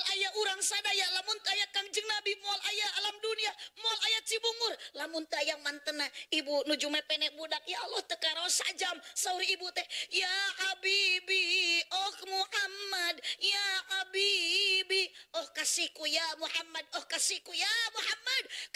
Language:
Sundanese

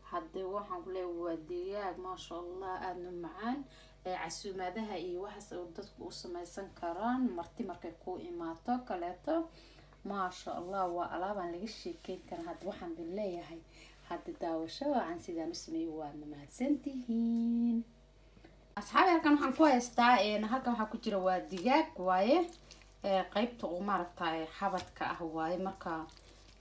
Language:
Somali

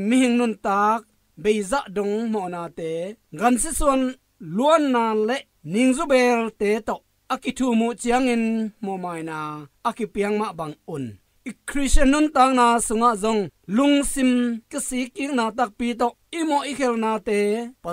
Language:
Tedim Chin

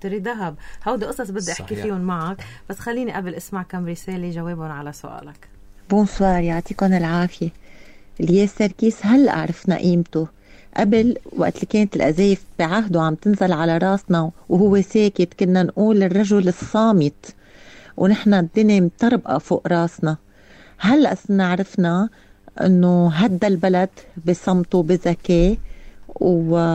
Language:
North Levantine Arabic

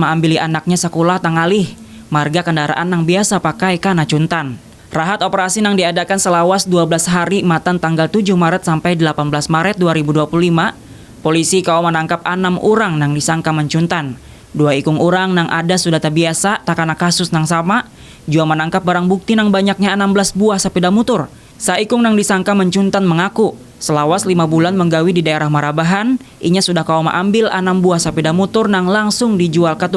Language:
Banjar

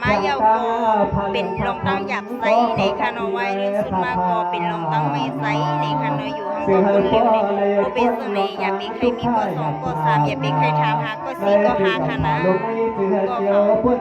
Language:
Shan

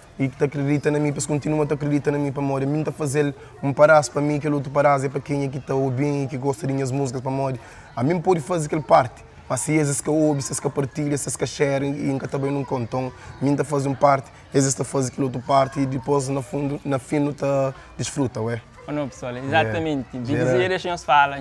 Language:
Kabuverdianu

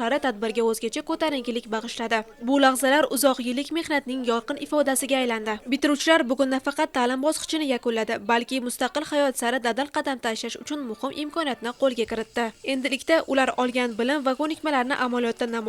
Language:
Uzbek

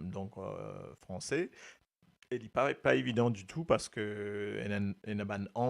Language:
Morisyen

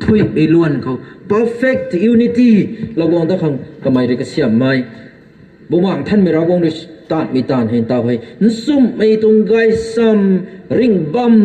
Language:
Rongmei Naga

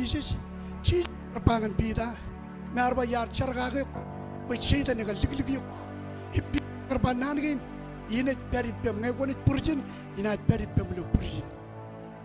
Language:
Marshallese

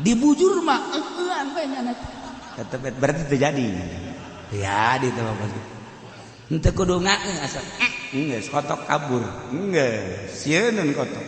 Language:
Sundanese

